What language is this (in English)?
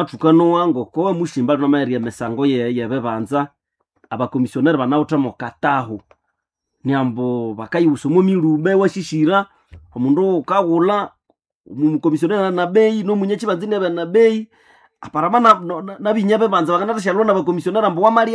Nande